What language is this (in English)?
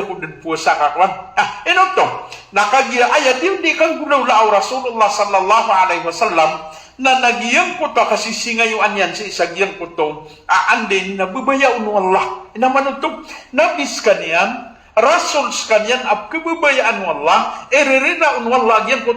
Maranao